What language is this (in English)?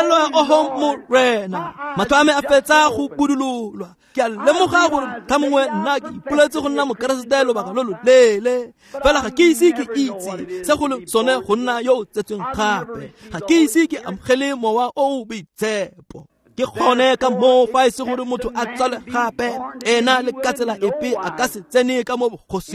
Tswana